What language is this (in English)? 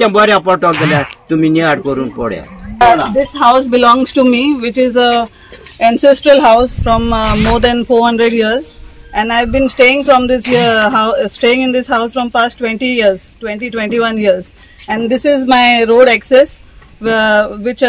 Konkani